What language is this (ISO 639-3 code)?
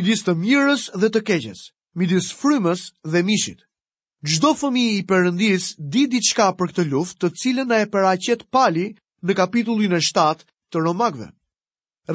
sqi